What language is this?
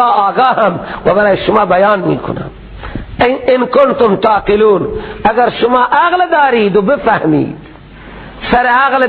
Persian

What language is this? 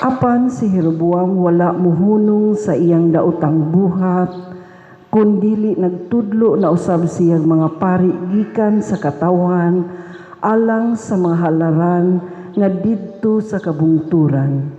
Cebuano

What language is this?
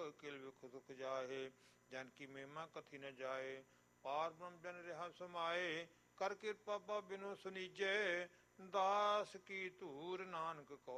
Punjabi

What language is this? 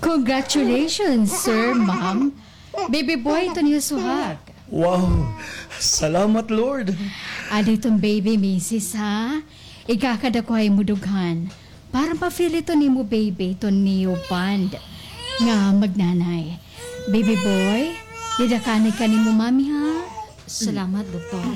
Waray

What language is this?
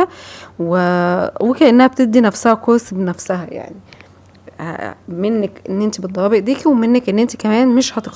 Egyptian Arabic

